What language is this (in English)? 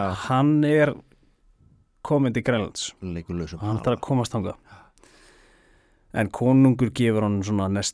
Icelandic